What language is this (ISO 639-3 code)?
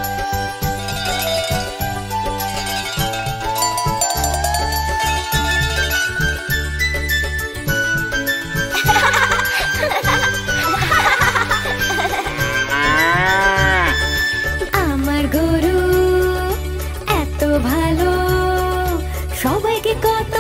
ben